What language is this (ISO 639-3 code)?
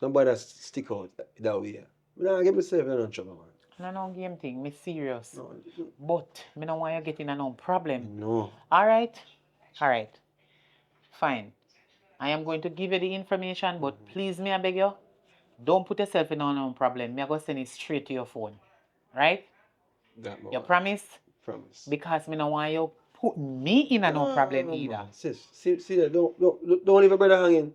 jam